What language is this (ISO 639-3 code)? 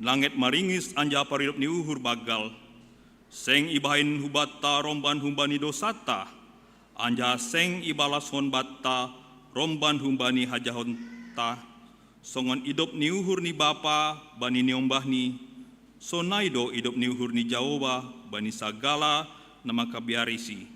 bts